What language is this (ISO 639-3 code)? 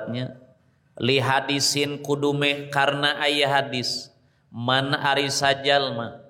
sun